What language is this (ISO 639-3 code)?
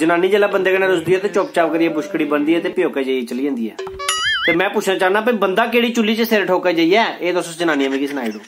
doi